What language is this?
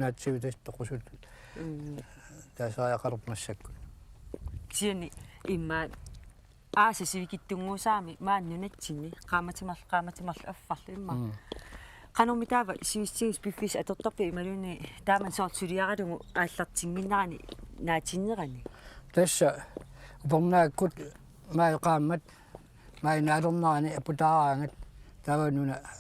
Kalaallisut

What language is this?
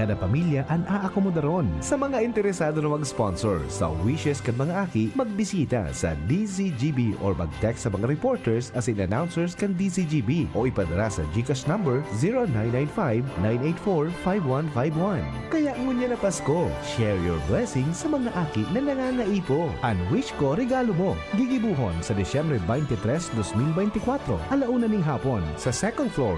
Bikol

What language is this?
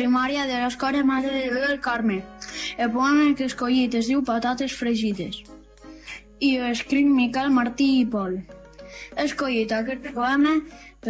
Catalan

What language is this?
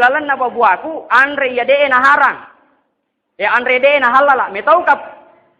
Buginese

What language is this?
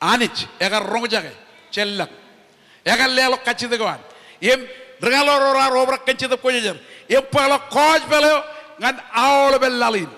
Marshallese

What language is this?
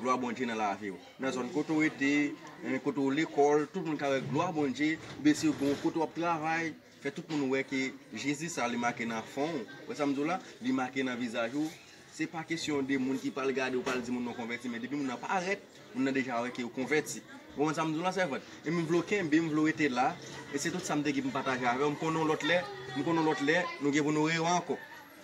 Haitian Creole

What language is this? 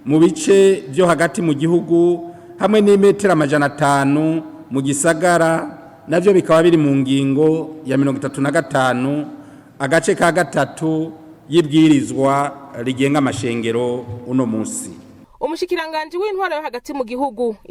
Rundi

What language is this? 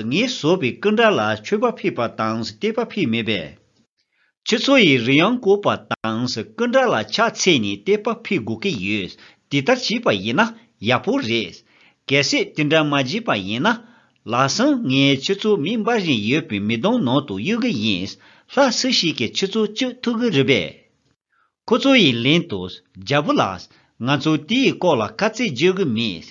Tibetan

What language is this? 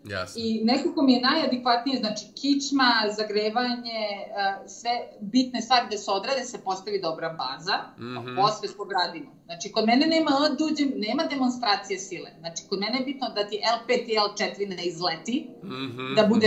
Serbian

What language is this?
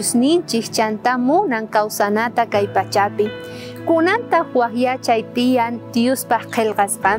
South Bolivian Quechua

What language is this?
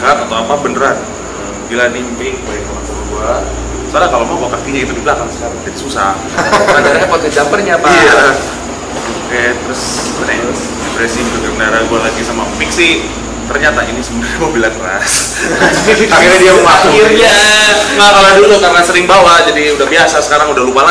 Indonesian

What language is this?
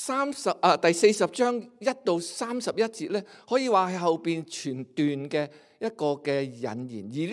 Cantonese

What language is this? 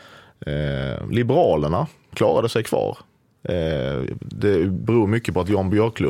Swedish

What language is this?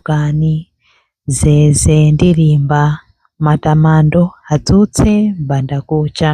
Nyanja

